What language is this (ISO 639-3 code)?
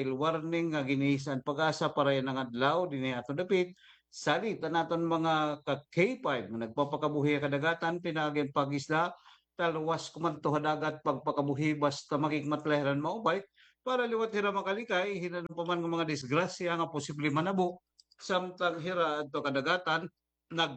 war